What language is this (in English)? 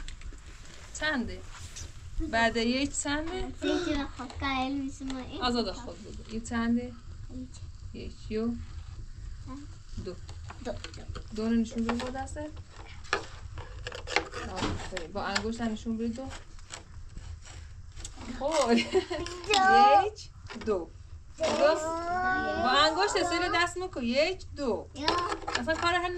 Persian